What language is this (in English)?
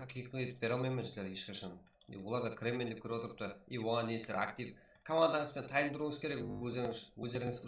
Kara-Kalpak